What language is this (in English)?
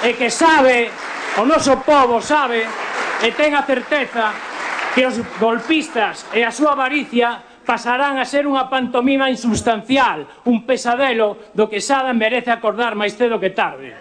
Galician